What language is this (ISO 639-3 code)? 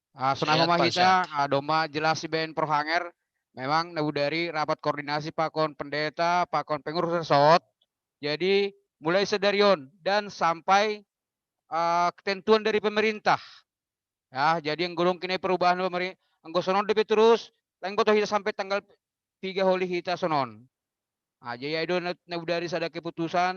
bts